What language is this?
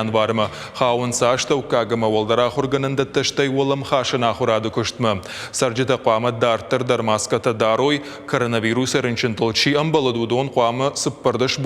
Ossetic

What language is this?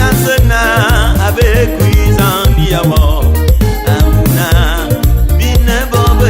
Bulu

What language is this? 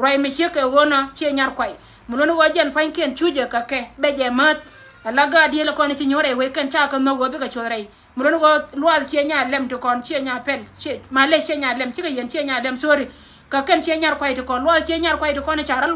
Nuer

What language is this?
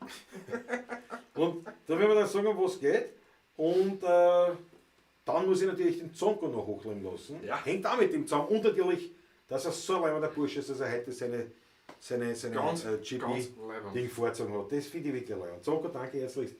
Bavarian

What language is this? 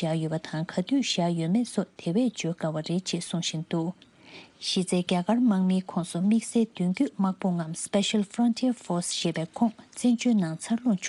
Tibetan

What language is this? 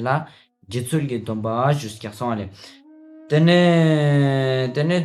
Ladakhi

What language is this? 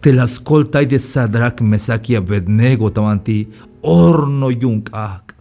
Tzeltal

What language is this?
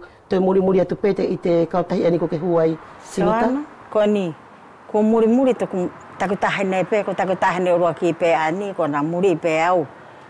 Wallisian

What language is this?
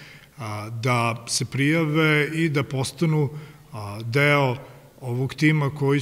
Serbian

